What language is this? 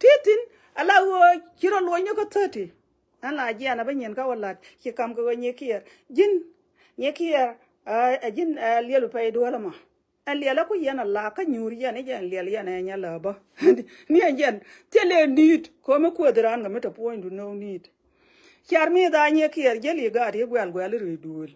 Nuer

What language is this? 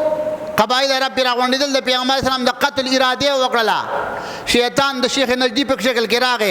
Pashto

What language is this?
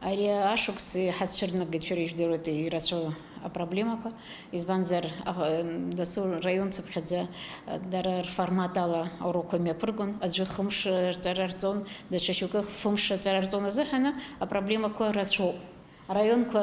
Abkhazian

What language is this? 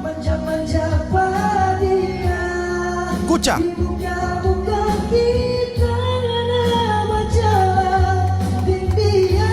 Manado Malay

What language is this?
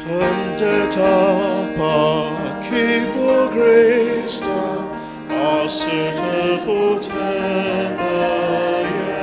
Ao Naga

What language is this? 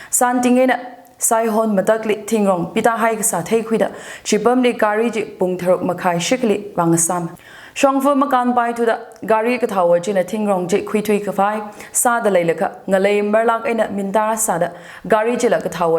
Tangkhul Naga (India)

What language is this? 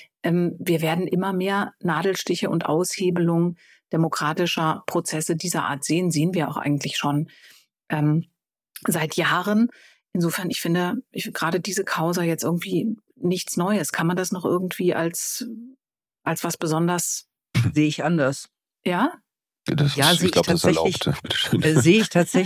German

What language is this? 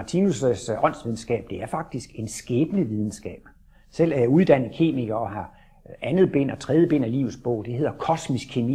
Danish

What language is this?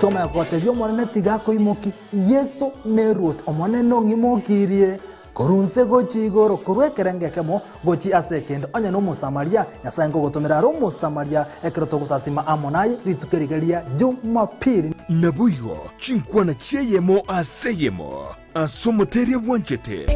Gusii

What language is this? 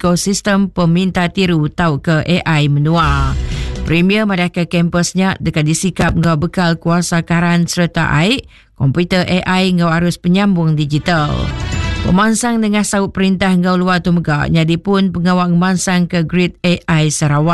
Iban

